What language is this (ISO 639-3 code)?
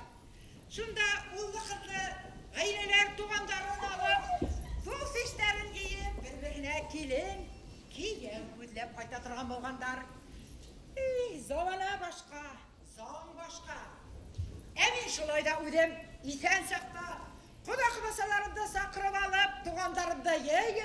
bak